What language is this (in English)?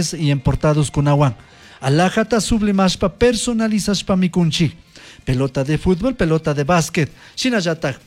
Chimborazo Highland Quichua